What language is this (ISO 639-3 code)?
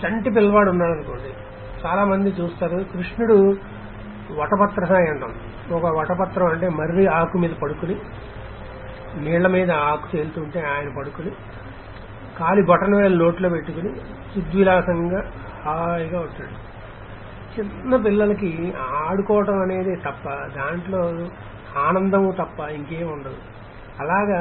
tel